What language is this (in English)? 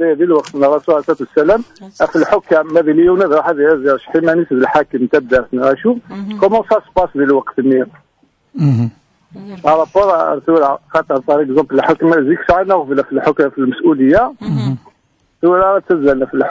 Kabyle